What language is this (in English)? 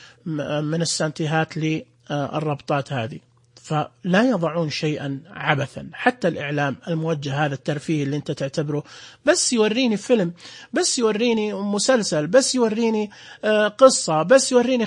Najdi Arabic